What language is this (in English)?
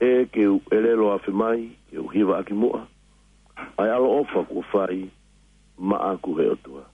Tongan